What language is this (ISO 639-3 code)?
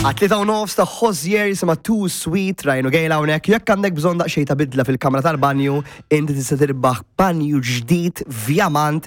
mlt